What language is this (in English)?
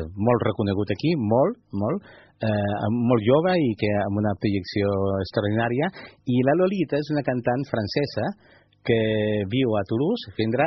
Catalan